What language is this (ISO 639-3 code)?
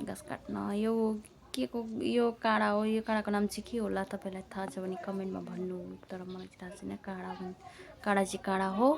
nep